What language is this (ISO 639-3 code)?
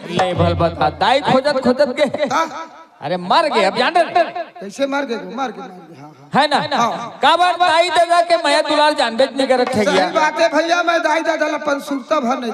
hne